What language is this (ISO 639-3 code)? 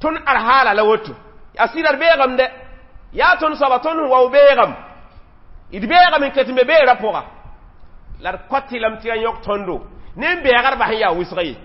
mos